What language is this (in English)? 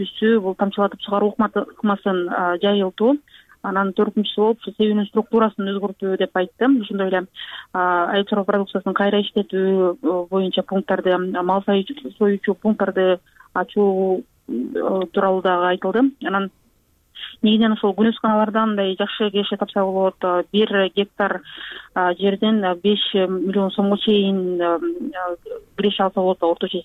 Kyrgyz